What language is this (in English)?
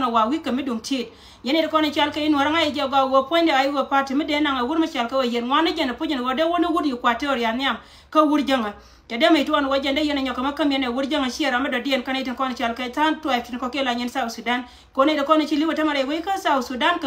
Nuer